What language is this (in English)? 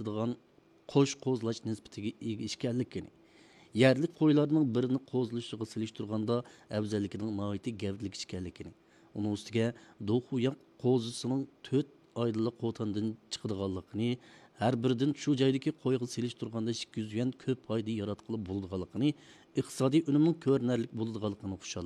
Uyghur